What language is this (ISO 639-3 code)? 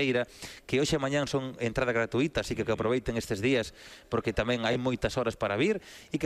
glg